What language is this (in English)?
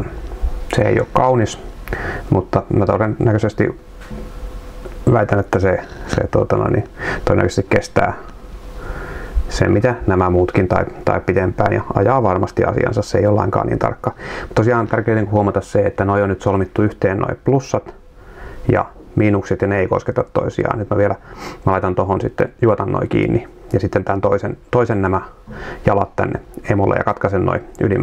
Finnish